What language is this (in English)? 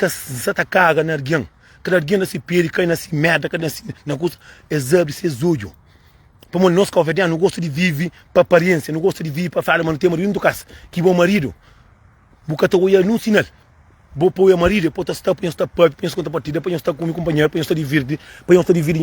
Kabuverdianu